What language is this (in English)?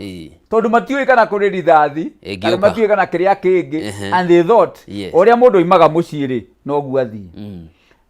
Kikuyu